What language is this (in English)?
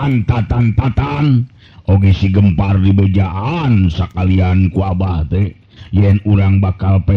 Sundanese